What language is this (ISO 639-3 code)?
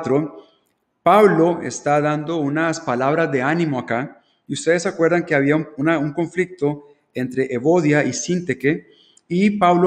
spa